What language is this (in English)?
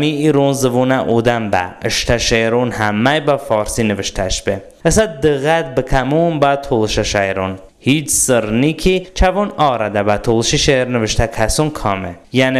Talysh